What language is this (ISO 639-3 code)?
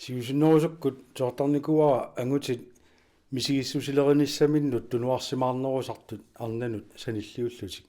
kal